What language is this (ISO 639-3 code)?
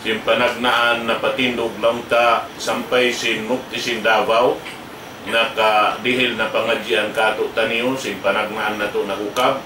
tsg